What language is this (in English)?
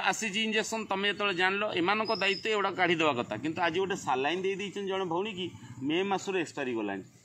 Odia